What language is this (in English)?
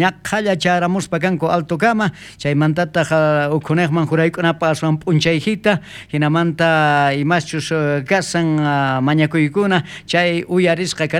South Bolivian Quechua